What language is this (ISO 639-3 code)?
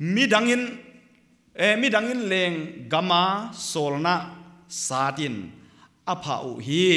pck